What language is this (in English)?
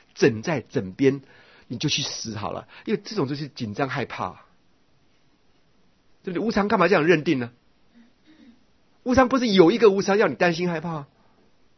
Chinese